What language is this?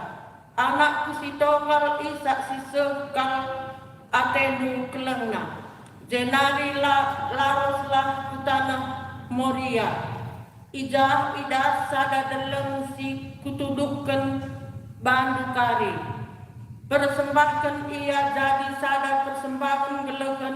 Batak Karo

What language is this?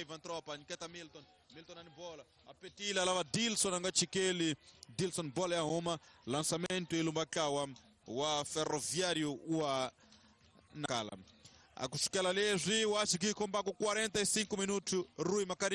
Tsonga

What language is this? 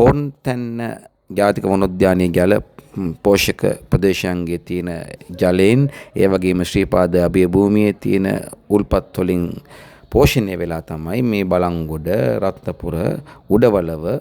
Sinhala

